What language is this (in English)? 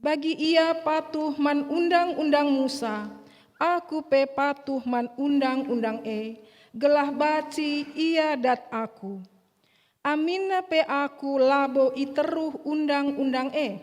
Batak Karo